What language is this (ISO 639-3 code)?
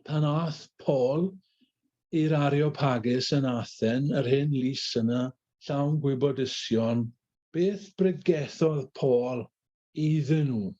cym